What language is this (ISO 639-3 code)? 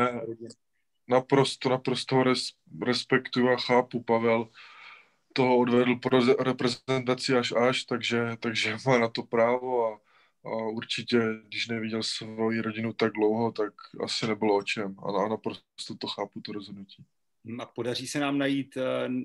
ces